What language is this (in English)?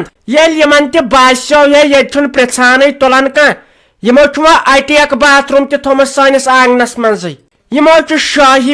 Kashmiri